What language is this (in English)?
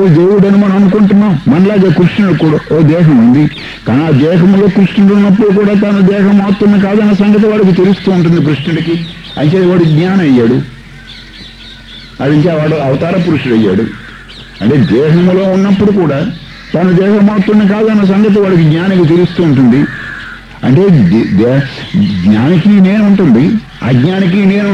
Telugu